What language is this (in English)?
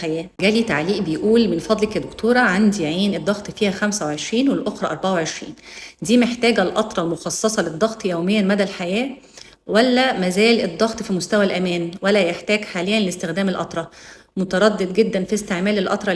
Egyptian Arabic